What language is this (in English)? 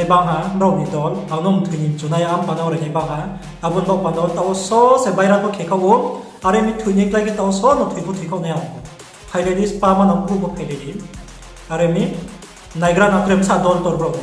Riang (India)